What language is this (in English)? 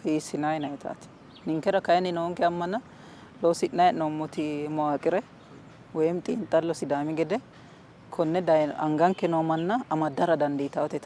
Sidamo